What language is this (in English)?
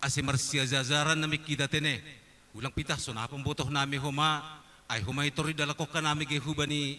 Batak Simalungun